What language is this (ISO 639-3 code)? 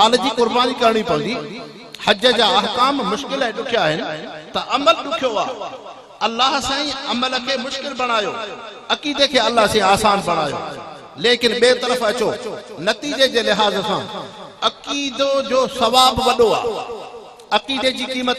snd